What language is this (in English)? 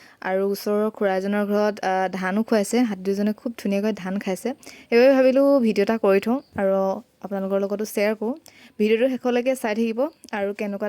Assamese